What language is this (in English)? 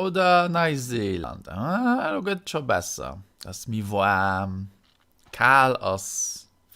Luxembourgish